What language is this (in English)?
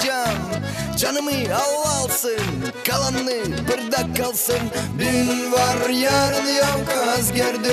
Gagauz